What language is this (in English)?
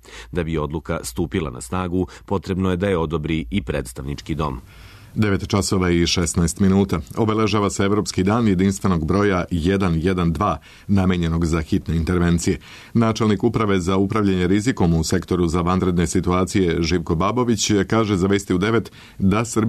Serbian